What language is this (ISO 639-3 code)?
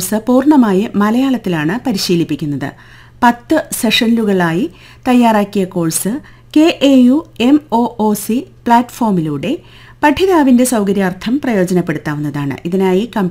mal